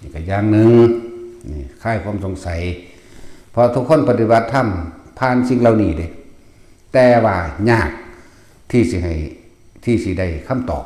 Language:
Northeastern Thai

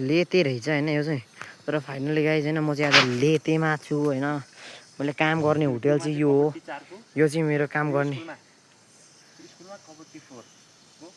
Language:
Nepali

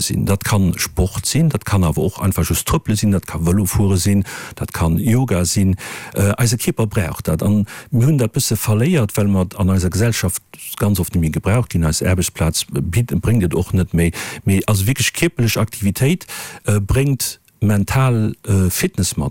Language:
Luxembourgish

